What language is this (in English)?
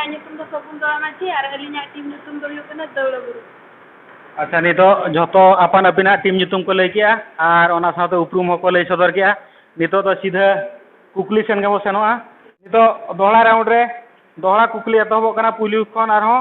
Santali